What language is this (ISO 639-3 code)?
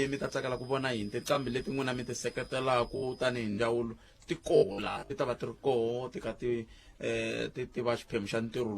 tso